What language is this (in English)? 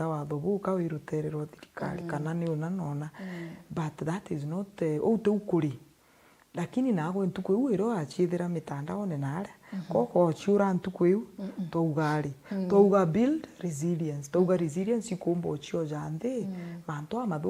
Meru